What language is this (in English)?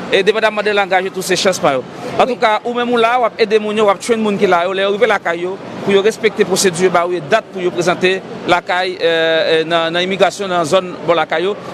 Haitian Creole